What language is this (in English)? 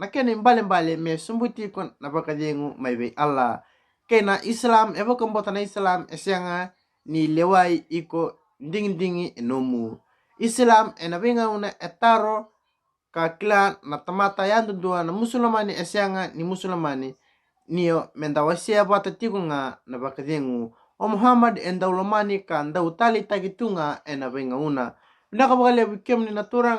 Fijian